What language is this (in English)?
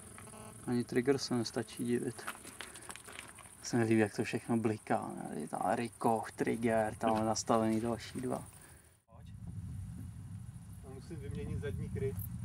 Czech